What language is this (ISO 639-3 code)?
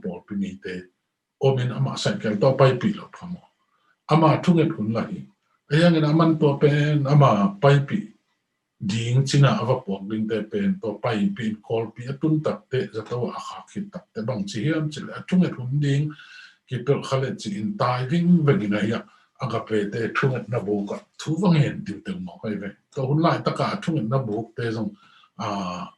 ctd